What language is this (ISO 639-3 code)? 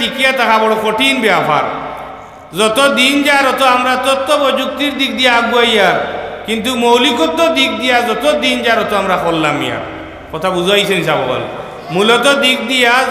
syl